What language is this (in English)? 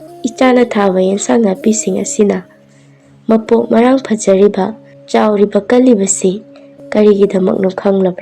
Manipuri